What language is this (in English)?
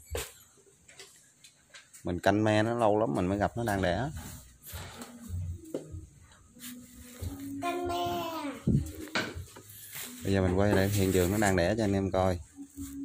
Vietnamese